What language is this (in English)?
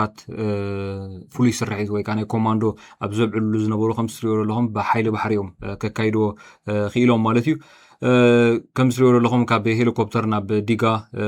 Tigrinya